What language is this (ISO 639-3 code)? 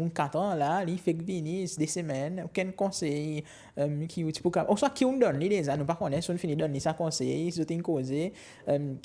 crs